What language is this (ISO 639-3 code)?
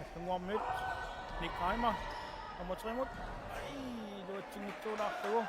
kal